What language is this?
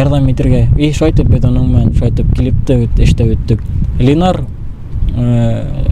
Bashkir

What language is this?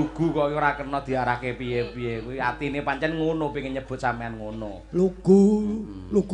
Javanese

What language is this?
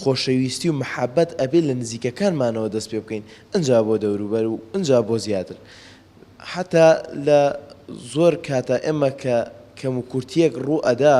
Central Kurdish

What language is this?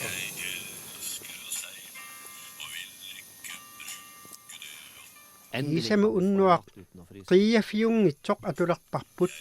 Kalaallisut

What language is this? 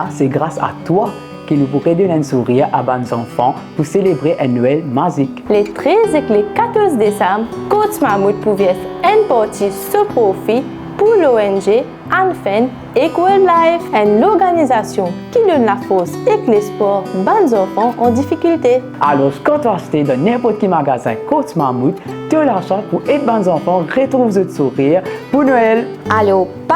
Morisyen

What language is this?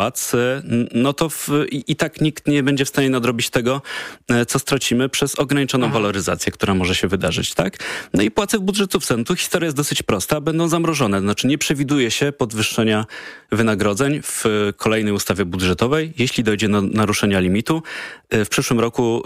Polish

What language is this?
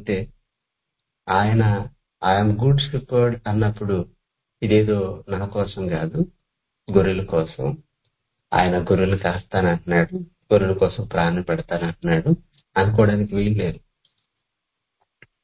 Telugu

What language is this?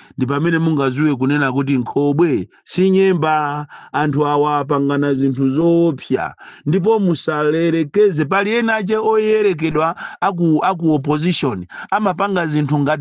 Nyanja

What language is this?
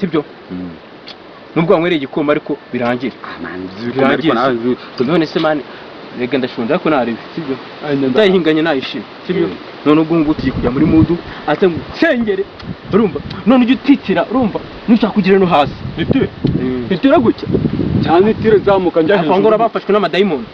Kinyarwanda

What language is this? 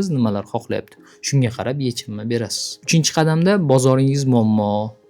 Uzbek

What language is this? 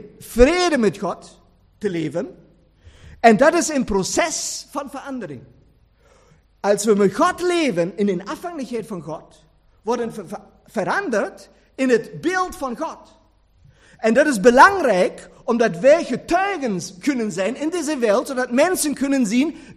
Dutch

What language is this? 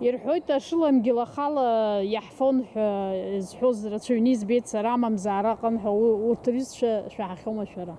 Abkhazian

